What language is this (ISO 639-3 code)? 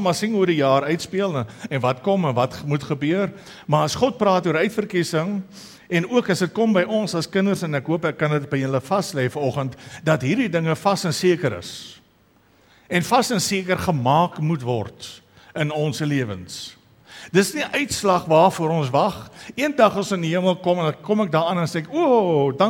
afr